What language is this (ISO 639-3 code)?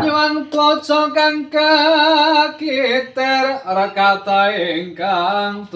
jav